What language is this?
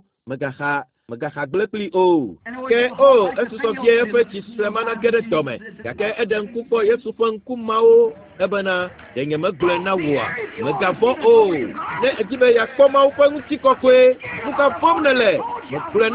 Ewe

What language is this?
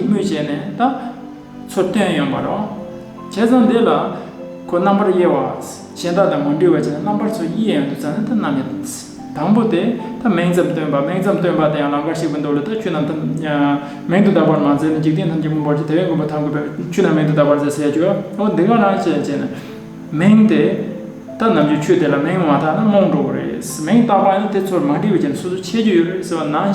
Tibetan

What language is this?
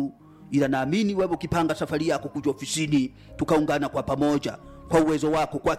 Swahili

